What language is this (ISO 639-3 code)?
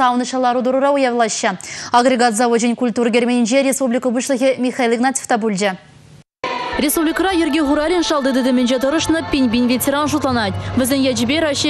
chv